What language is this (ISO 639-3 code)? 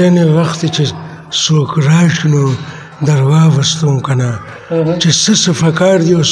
pus